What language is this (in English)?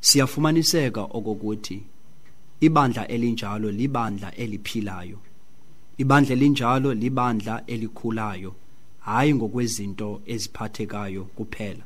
Xhosa